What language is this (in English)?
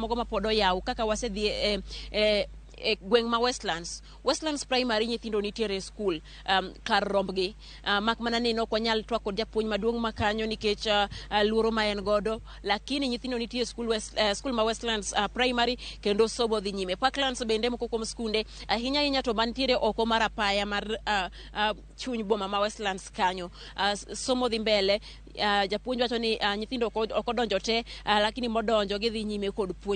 Luo (Kenya and Tanzania)